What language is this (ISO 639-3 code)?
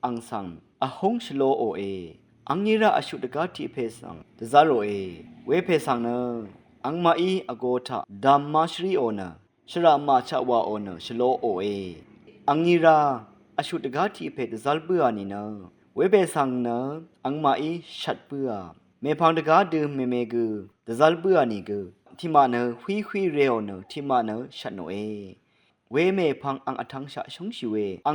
raw